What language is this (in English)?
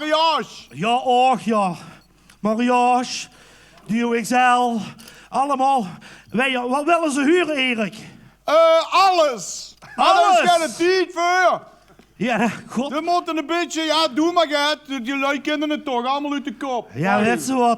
Limburgish